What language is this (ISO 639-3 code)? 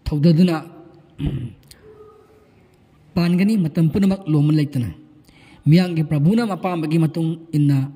mni